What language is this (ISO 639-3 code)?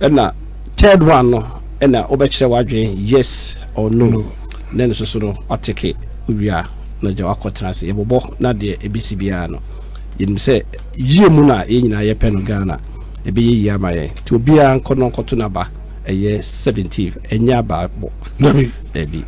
aka